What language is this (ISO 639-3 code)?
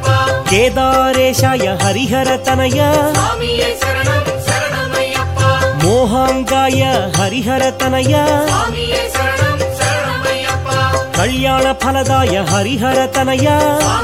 tel